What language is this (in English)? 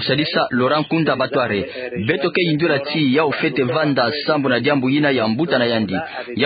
Kituba (Democratic Republic of Congo)